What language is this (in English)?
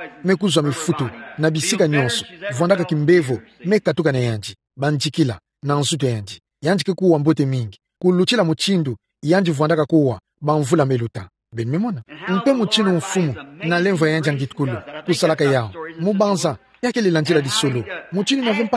Kituba (Democratic Republic of Congo)